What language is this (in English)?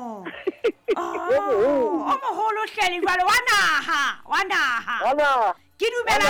Southern Sotho